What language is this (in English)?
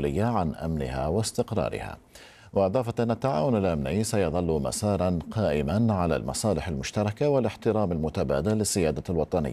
Arabic